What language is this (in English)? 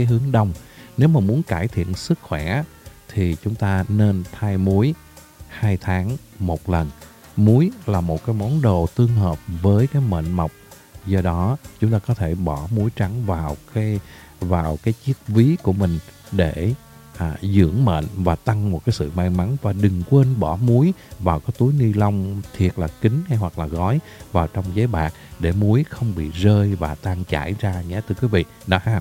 Vietnamese